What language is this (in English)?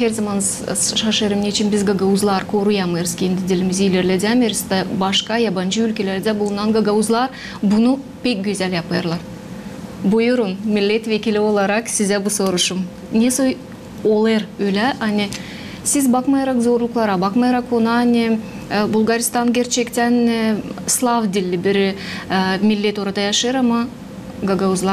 Gagauz